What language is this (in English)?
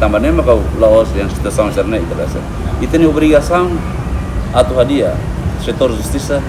Tetum